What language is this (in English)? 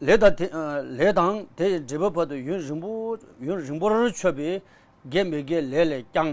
Tibetan